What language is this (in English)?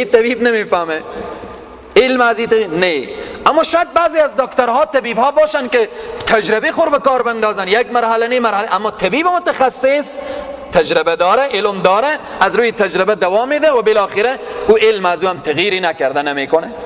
Persian